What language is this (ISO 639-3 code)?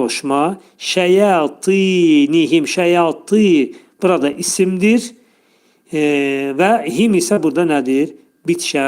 aze